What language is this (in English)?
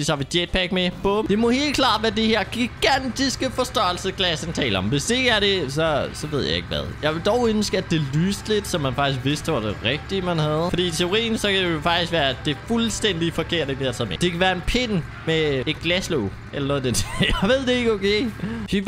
Danish